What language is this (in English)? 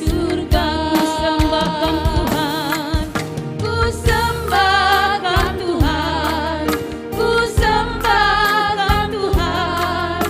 Batak Karo